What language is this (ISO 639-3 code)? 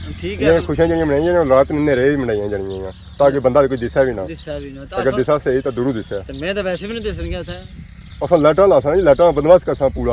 phr